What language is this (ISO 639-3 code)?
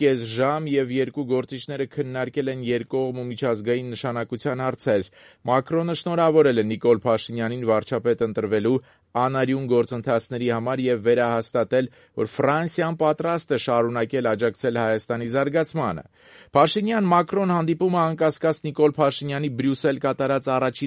hye